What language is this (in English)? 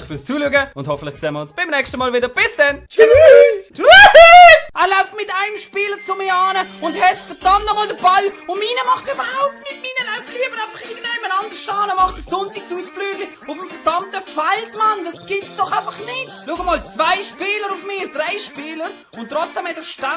Swiss German